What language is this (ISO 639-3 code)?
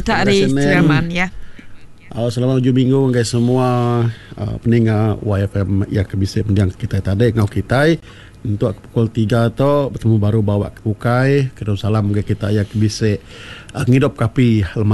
iba